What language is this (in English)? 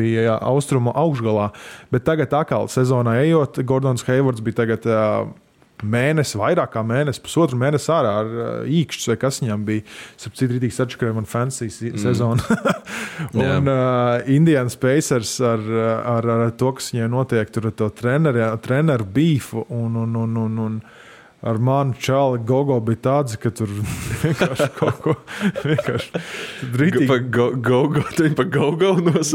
Latvian